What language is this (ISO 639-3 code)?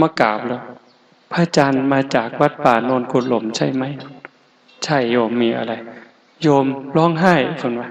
tts